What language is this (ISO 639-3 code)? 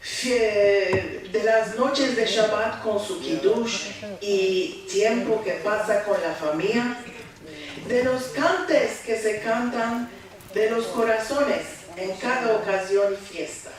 lad